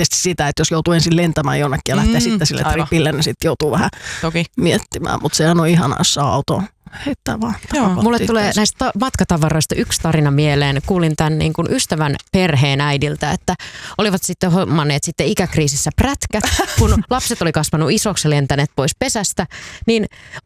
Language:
Finnish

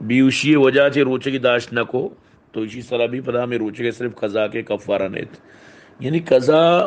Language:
Baluchi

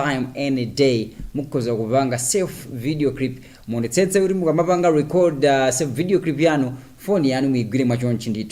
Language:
Nyanja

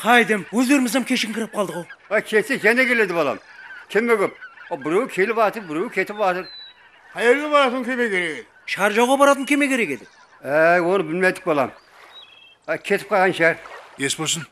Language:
Kara-Kalpak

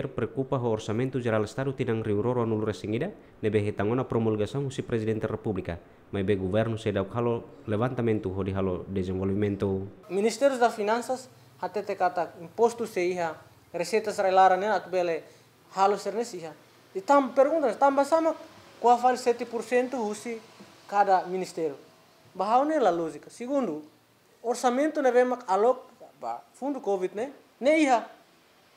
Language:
Tetum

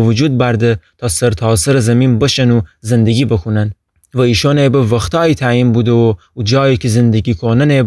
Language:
Gilaki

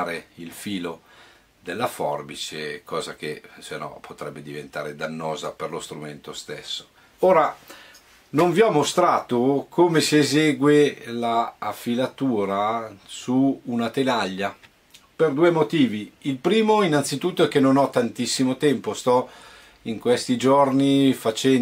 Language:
Italian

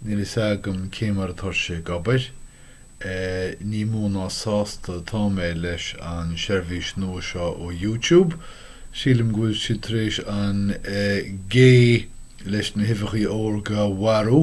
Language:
Irish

